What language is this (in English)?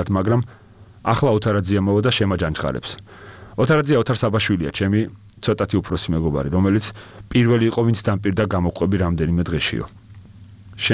Georgian